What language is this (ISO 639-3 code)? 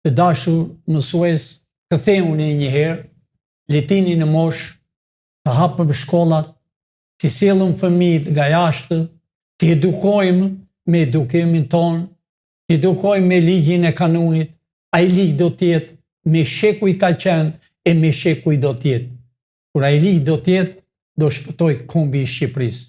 sqi